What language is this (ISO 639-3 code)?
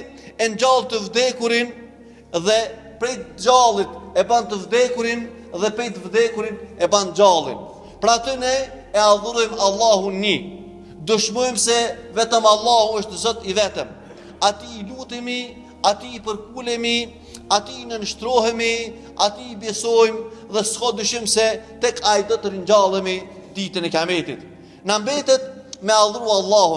sqi